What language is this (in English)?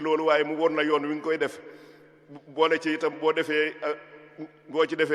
Wolof